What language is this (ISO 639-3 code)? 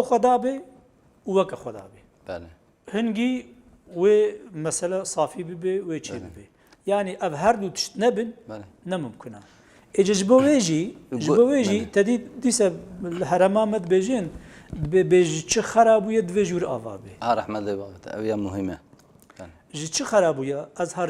kur